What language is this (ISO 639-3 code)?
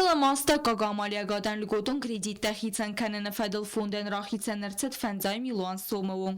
oss